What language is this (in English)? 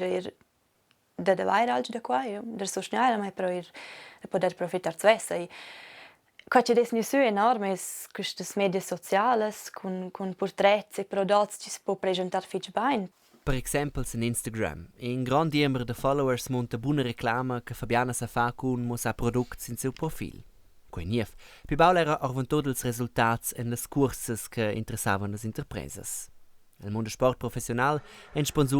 Romansh